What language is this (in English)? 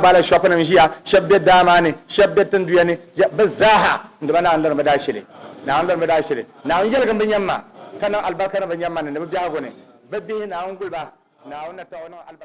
Dagbani